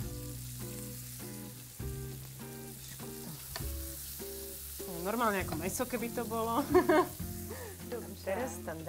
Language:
Czech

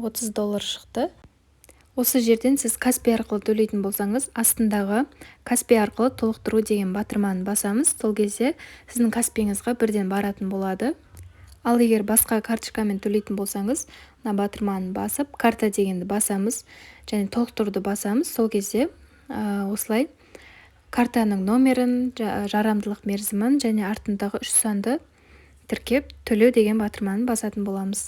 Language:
Kazakh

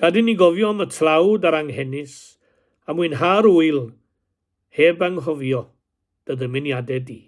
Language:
Welsh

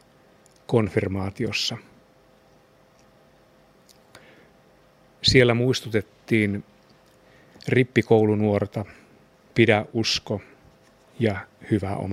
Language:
Finnish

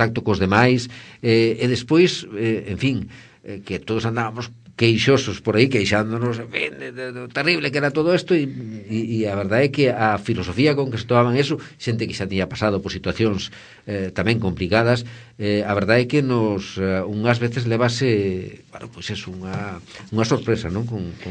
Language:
Galician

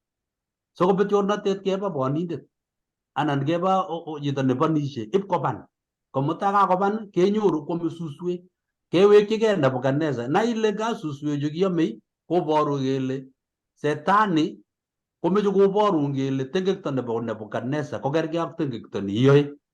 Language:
Kalenjin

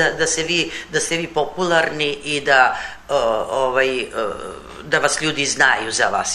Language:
Serbian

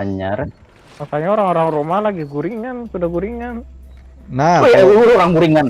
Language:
Banjar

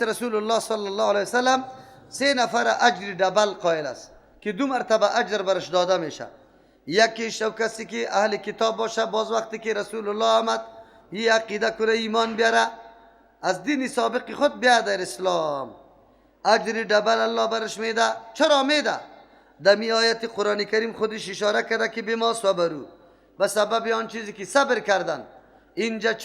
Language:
Persian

